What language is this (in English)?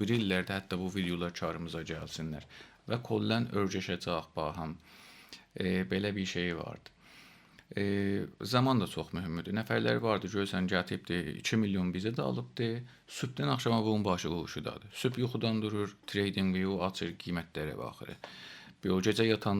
South Azerbaijani